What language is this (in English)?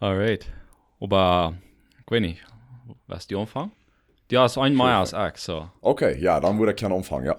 Plautdietsch